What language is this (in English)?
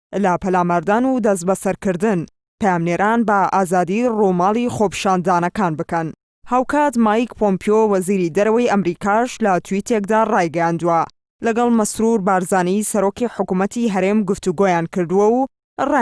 Central Kurdish